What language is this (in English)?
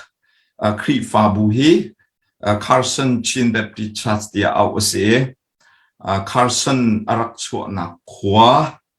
Hakha Chin